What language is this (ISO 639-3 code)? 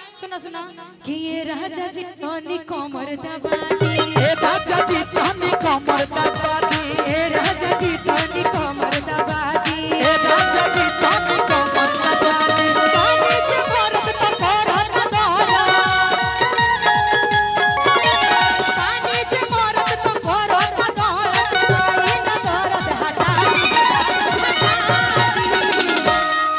bho